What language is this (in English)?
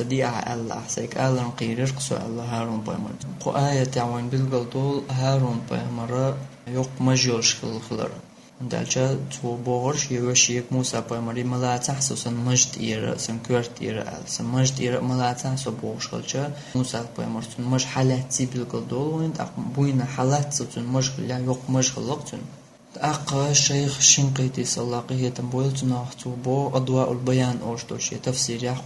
Chechen